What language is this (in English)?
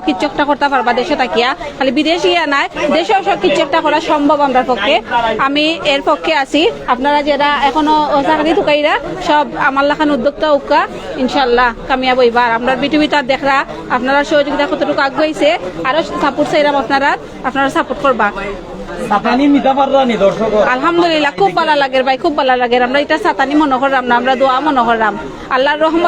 Sylheti